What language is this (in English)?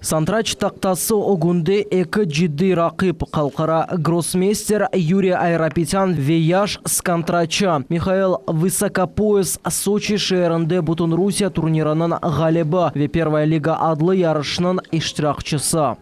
Crimean Tatar